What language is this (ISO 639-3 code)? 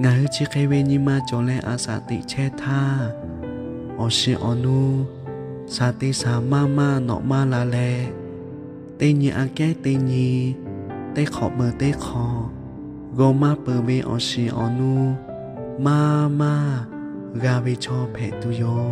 lhu